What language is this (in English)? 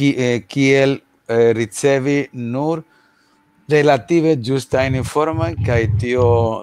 Esperanto